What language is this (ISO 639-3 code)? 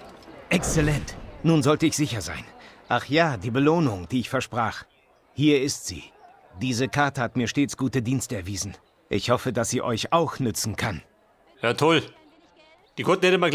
bar